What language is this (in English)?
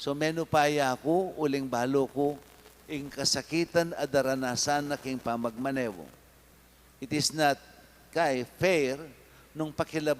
Pampanga